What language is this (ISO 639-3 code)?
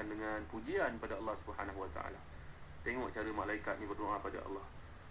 msa